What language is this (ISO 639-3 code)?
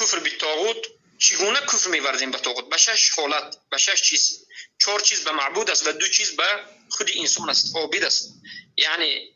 fas